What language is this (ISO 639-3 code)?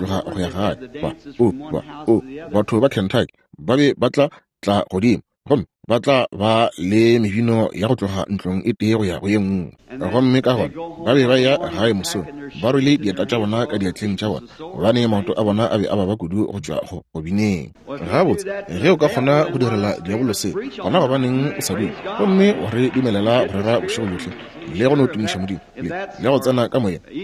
nso